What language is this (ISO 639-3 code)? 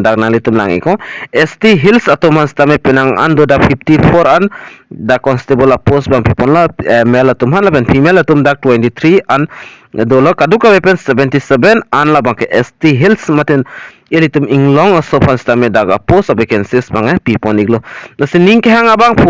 mjw